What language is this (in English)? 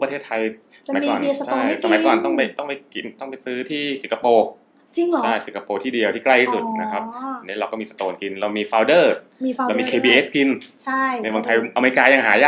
Thai